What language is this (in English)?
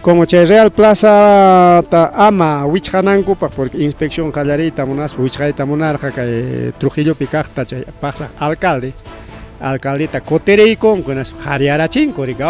Ayacucho Quechua